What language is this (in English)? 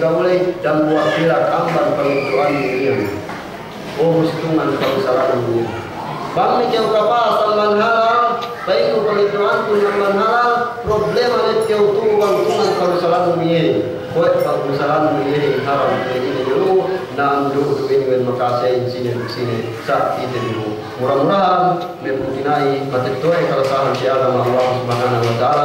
Yakan